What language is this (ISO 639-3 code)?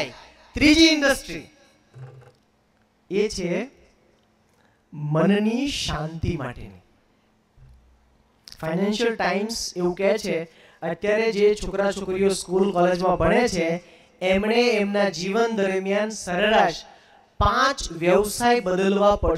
guj